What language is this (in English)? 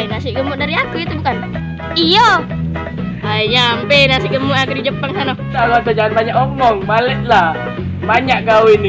Musi